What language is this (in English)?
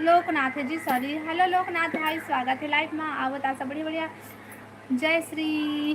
Chhattisgarhi